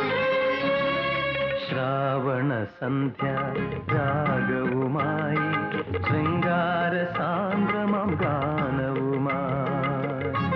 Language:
Malayalam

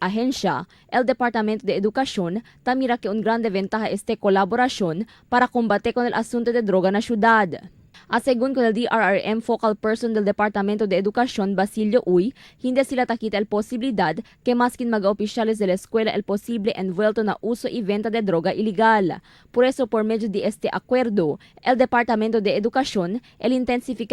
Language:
Chavacano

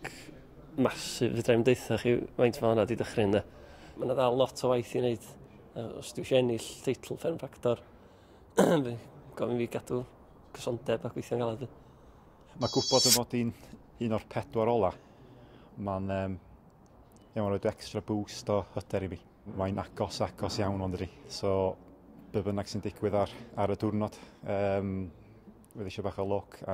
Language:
Welsh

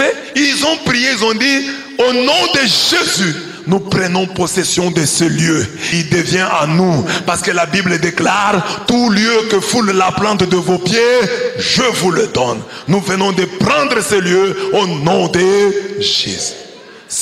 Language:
French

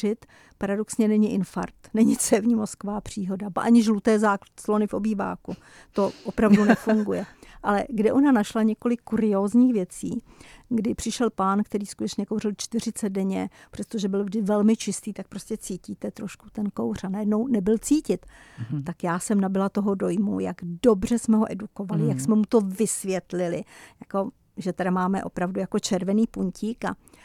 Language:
Czech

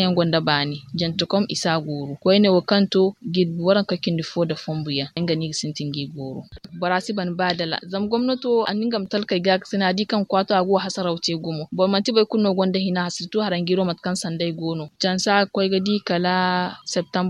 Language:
Zarma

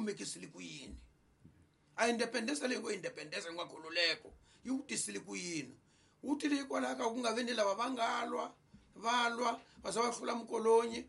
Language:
Tsonga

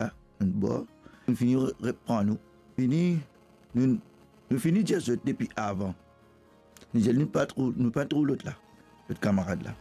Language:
Morisyen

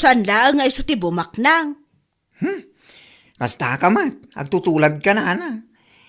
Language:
Iloko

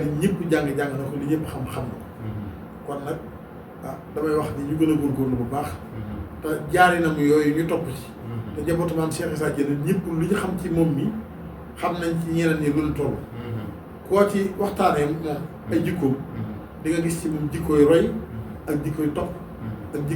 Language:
Wolof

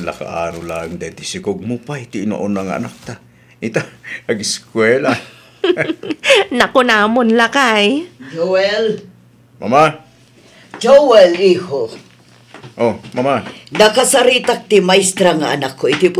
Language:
Iloko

